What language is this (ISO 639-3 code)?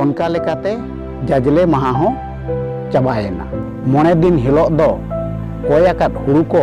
sat